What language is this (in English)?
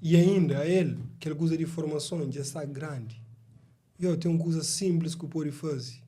Kabuverdianu